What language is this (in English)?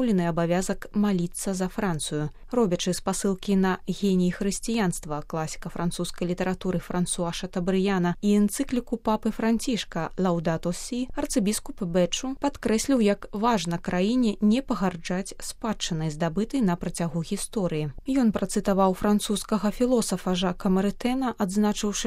Belarusian